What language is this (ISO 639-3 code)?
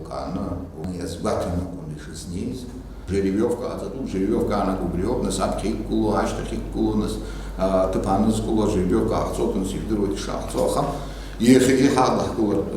abk